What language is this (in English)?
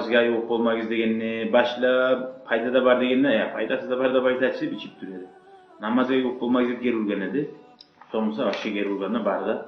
Kumyk